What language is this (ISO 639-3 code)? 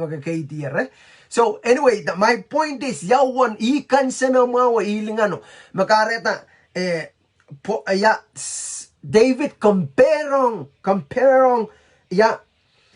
pon